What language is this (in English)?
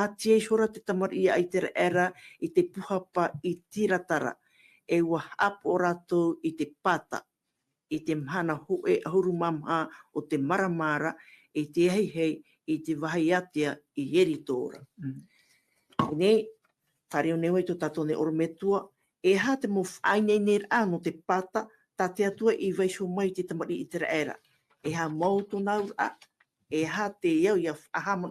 Tahitian